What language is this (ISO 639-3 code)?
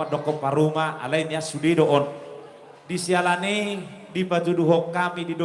bbc